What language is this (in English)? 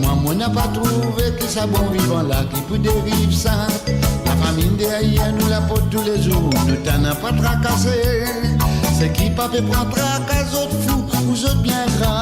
Morisyen